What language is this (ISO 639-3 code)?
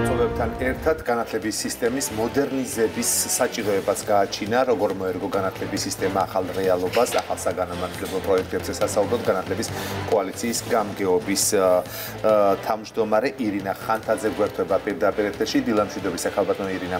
kat